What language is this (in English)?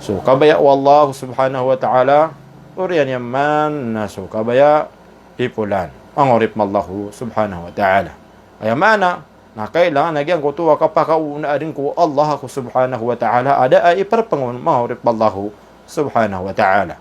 Maranao